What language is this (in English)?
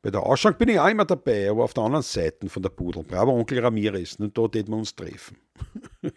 Bavarian